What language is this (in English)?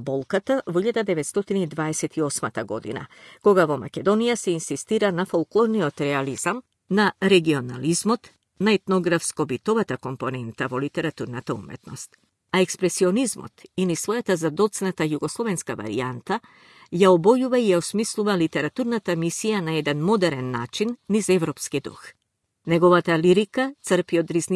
Macedonian